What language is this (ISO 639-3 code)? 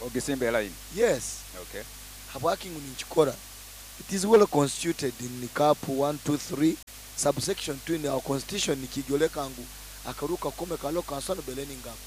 nyo